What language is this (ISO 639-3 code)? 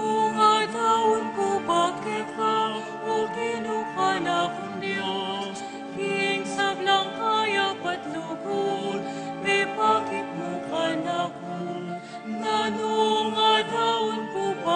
pam